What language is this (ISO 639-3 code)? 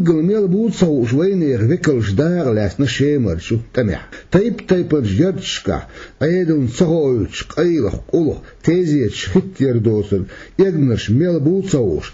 che